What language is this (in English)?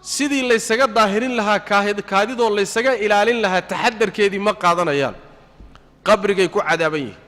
Somali